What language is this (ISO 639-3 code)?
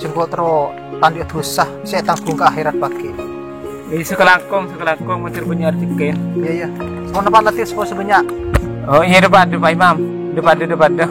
mad